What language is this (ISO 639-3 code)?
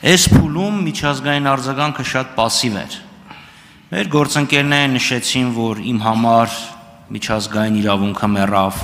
hye